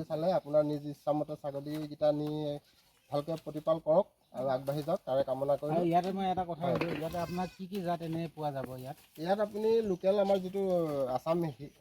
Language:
Assamese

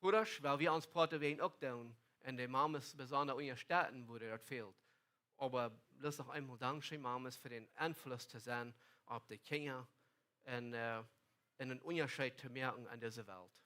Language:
Plautdietsch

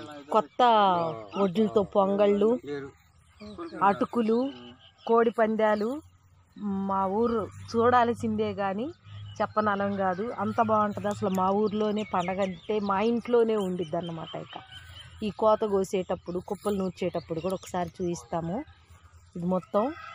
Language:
Telugu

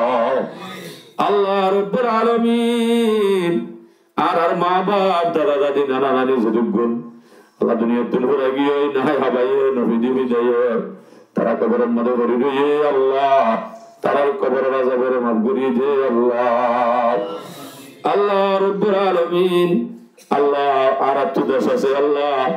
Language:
Rohingya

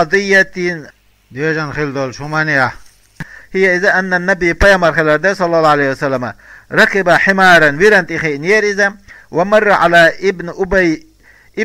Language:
Chechen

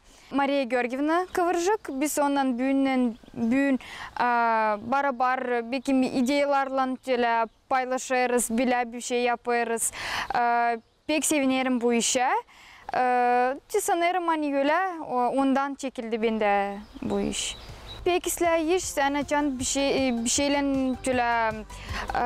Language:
Gagauz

